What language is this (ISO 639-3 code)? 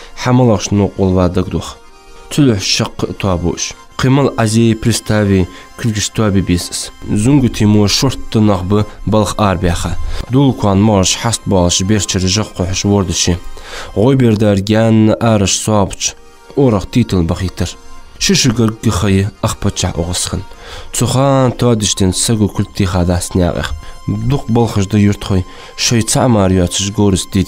inh